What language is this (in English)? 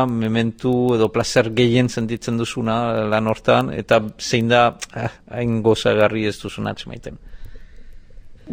Basque